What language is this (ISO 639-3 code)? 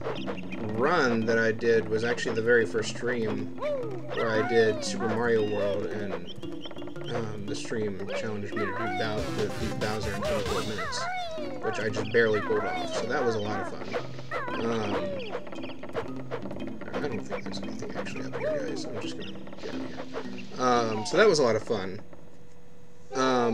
eng